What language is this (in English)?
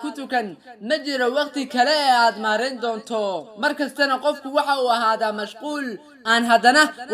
Somali